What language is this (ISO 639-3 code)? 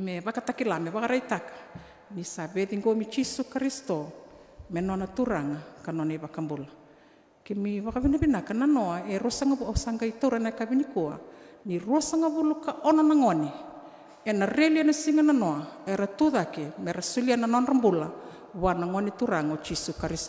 fij